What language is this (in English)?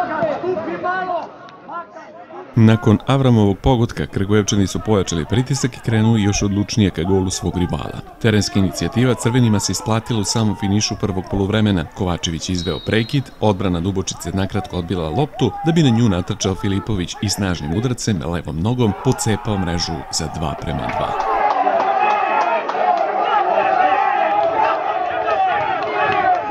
Serbian